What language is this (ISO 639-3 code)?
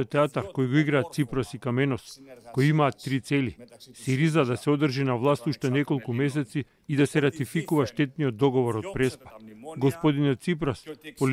mkd